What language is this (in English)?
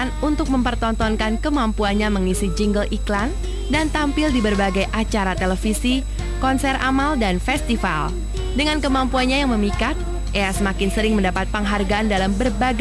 Indonesian